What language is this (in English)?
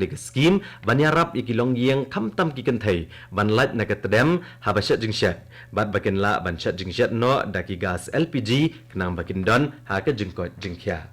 Khasi